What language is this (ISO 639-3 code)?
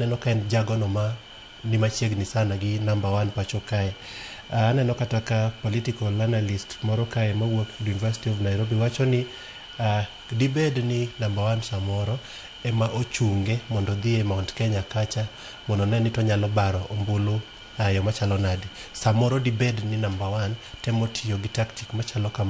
luo